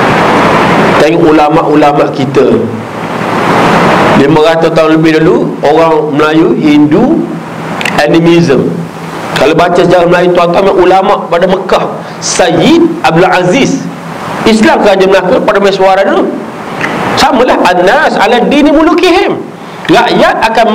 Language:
Malay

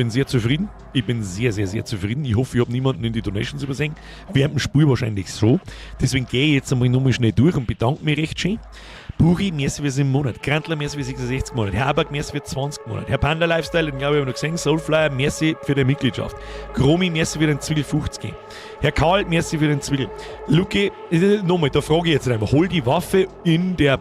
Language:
Bavarian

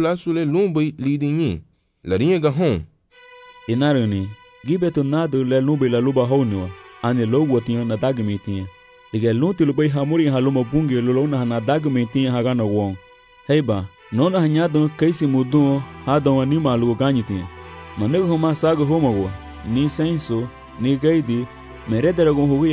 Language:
Garifuna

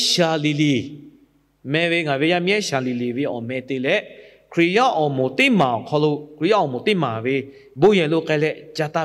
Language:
Lahu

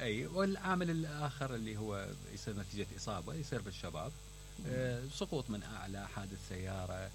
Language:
Mesopotamian Arabic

